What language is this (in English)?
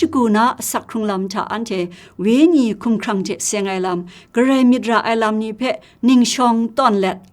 Kachin